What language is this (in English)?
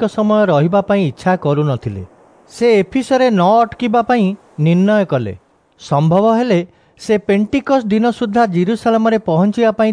Odia